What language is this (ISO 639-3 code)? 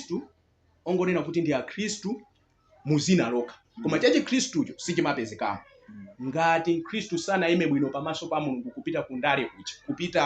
nya